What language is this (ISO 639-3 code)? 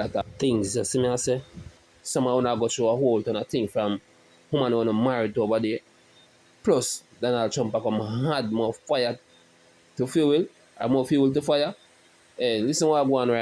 jam